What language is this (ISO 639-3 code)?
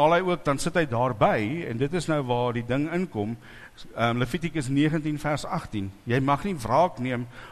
afr